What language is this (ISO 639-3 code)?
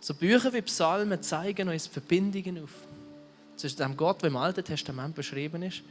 gsw